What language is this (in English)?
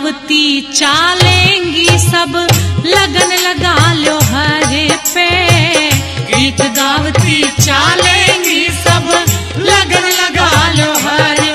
Haryanvi